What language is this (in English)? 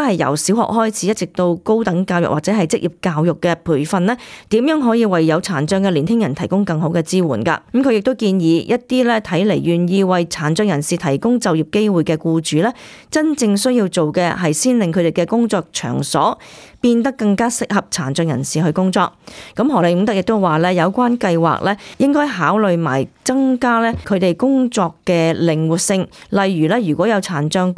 Cantonese